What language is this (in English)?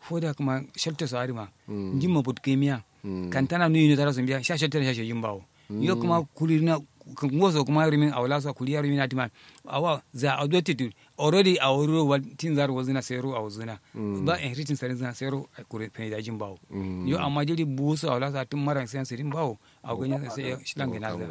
Kanuri